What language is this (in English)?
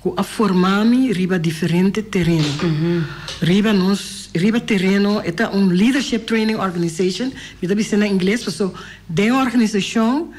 Papiamento